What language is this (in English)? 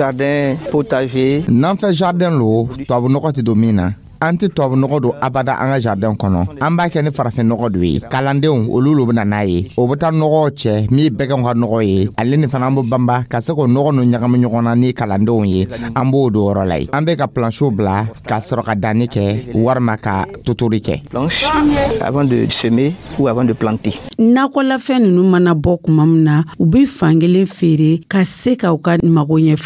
Dyula